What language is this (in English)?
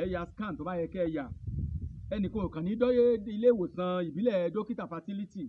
Yoruba